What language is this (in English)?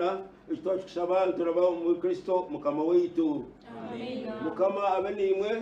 Nyankole